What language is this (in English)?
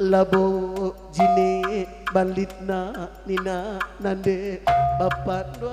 Batak Karo